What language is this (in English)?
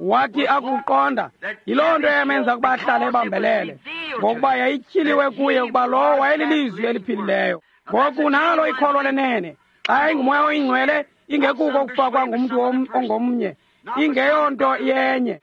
Xhosa